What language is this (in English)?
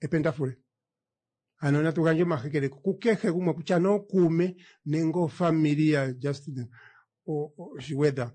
Kuanyama